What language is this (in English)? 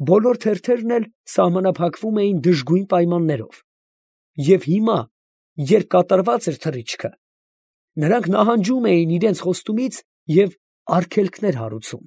Armenian